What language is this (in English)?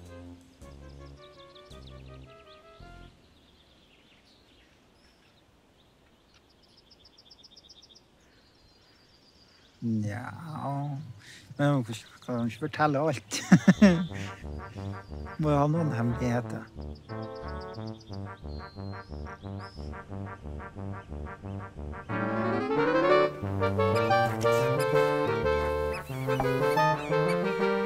Norwegian